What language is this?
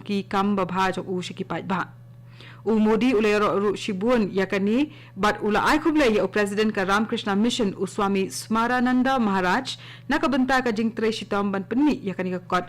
Khasi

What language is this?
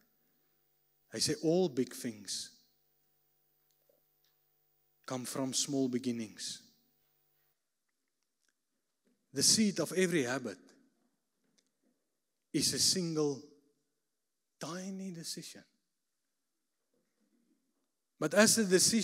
Afrikaans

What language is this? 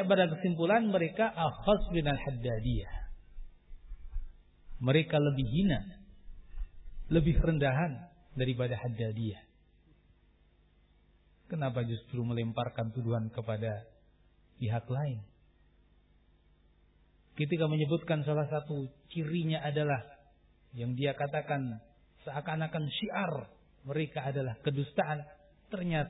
Indonesian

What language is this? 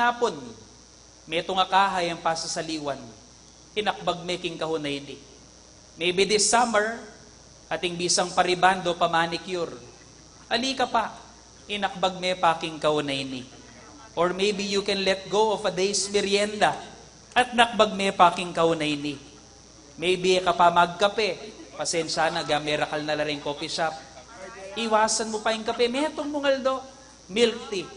Pampanga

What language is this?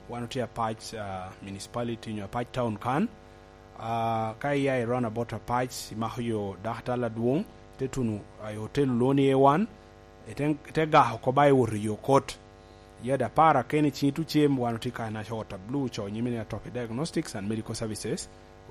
Lango (Uganda)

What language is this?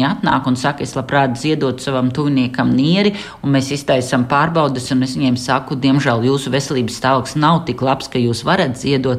Latvian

